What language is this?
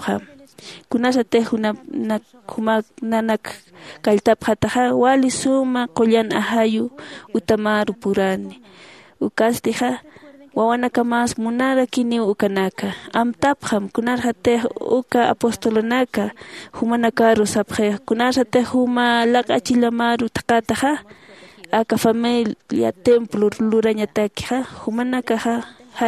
Aymara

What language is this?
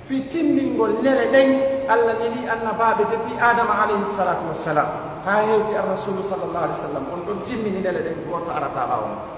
Pular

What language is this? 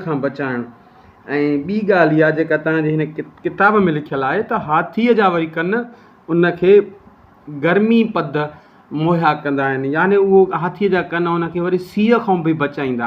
Sindhi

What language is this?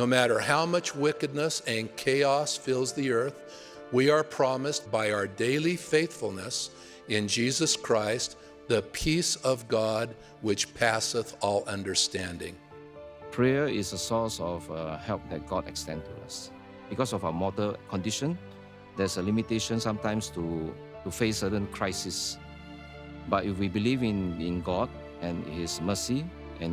Tahitian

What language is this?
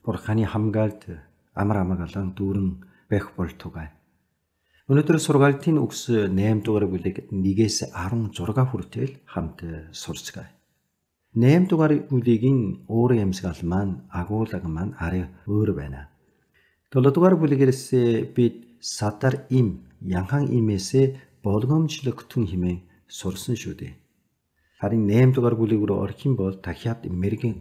Mongolian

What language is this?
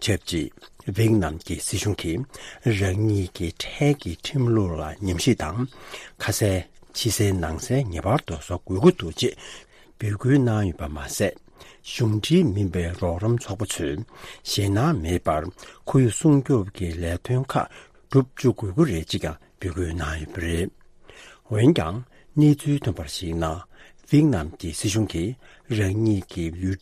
Tibetan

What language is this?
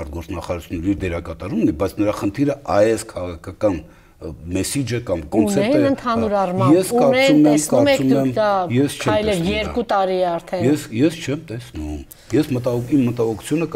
Armenian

